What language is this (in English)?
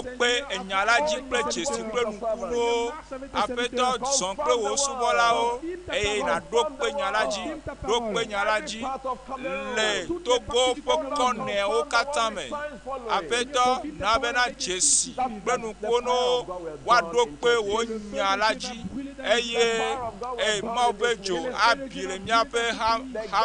Ewe